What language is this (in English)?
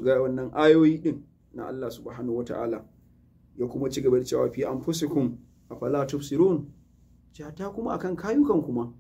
Hausa